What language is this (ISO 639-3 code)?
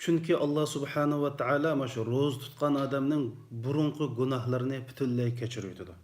uig